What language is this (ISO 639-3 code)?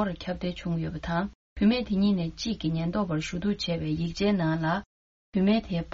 bod